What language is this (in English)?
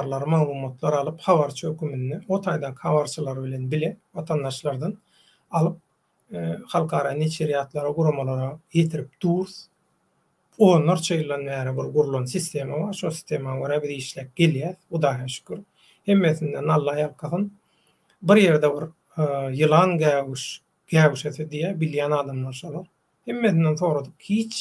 Turkmen